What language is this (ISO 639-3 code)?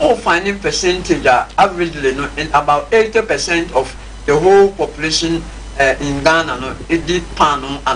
aka